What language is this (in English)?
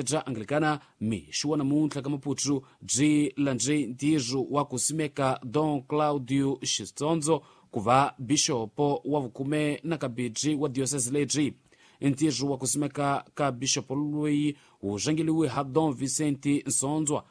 Tsonga